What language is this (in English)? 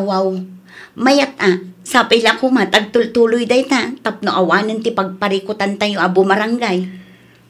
Iloko